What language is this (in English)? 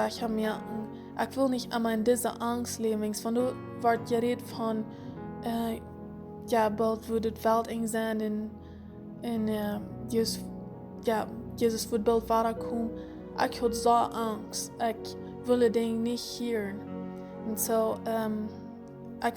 Plautdietsch